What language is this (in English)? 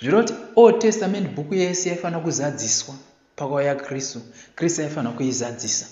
Shona